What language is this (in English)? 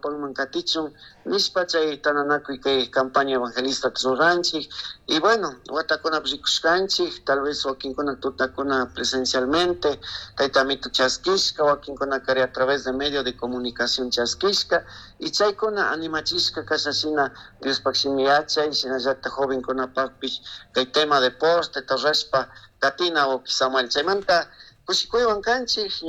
Chimborazo Highland Quichua